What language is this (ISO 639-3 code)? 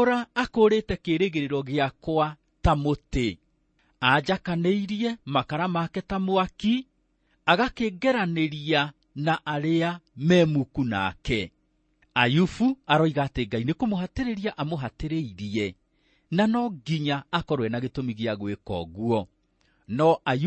kik